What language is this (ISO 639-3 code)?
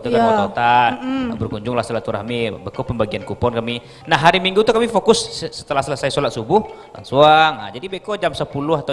min